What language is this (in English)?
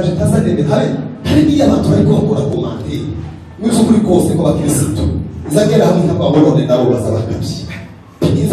Kinyarwanda